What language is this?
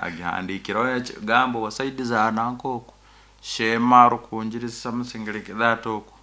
Nyankole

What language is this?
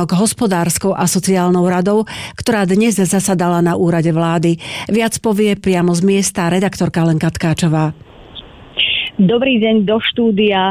Slovak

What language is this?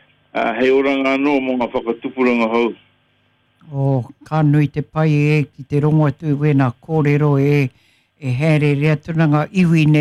Māori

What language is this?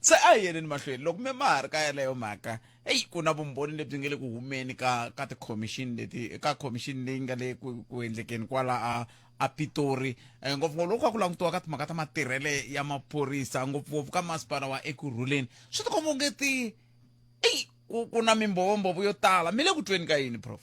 Tsonga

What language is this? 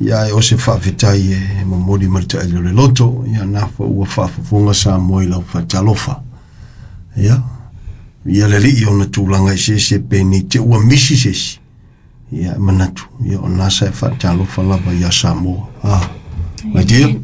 Samoan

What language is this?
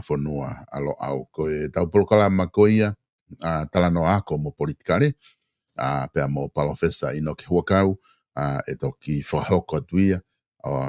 Tongan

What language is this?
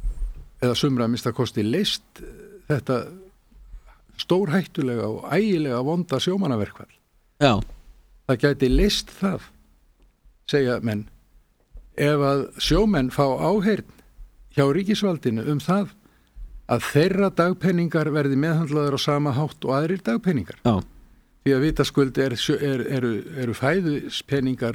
Icelandic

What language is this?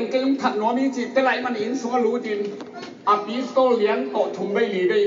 Tedim Chin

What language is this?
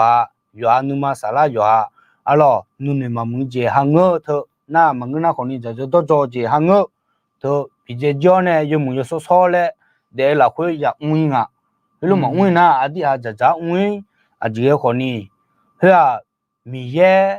Akha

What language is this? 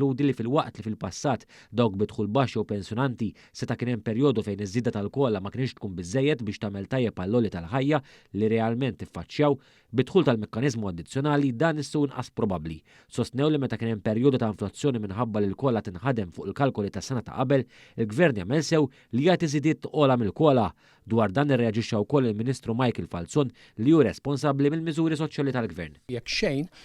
Maltese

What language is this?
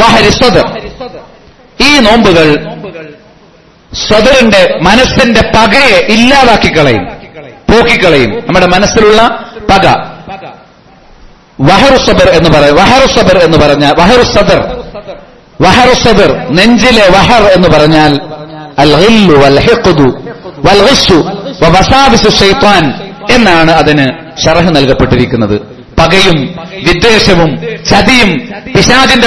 Malayalam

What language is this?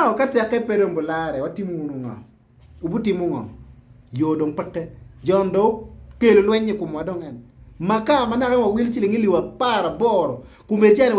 Acoli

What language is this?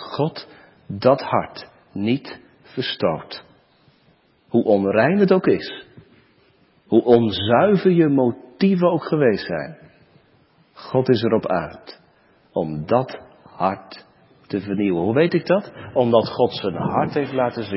Dutch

